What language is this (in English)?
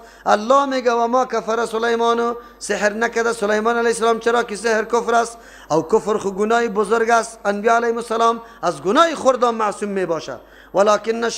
Persian